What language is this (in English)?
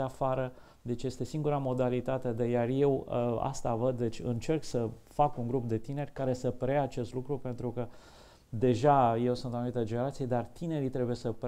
Romanian